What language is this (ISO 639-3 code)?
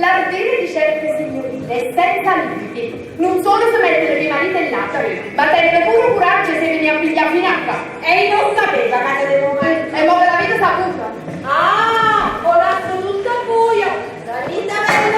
nap